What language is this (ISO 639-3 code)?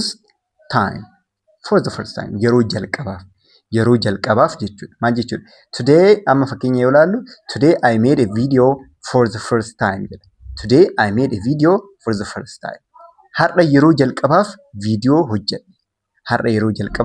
orm